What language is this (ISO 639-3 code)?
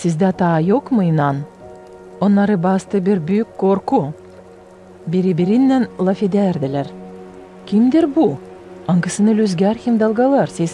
gag